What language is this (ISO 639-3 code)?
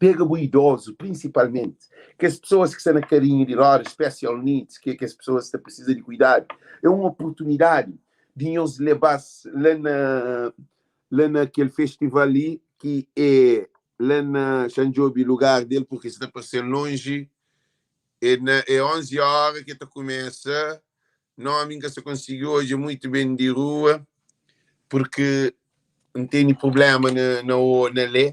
kea